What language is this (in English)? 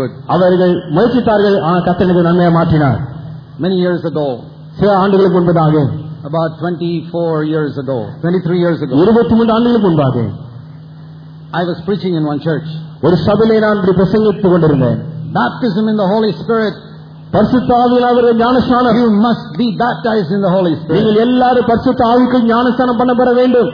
Tamil